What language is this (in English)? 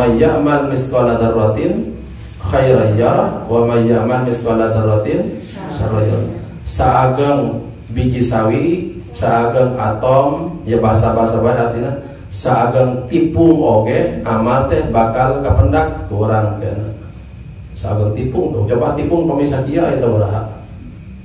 Sundanese